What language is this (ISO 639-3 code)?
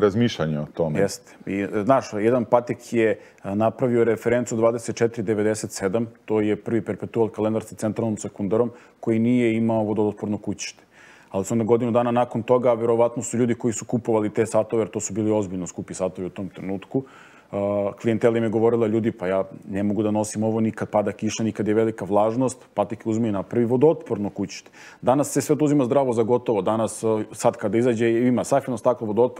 srp